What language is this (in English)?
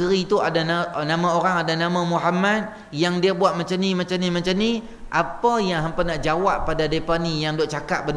Malay